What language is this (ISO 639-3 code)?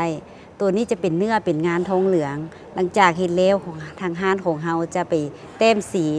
lao